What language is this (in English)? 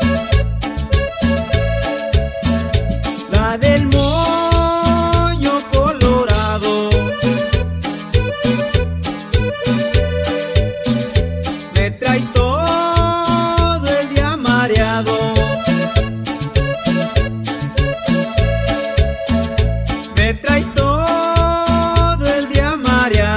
Spanish